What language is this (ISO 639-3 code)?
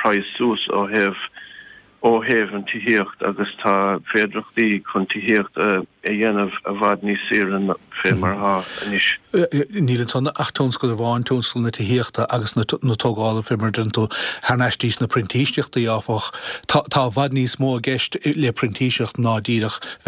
gle